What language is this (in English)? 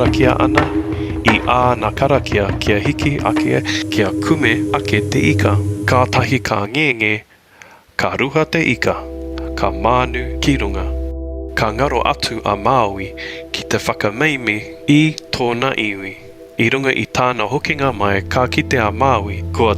Māori